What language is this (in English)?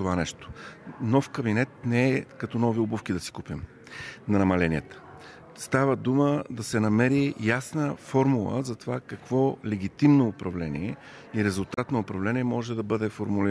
Bulgarian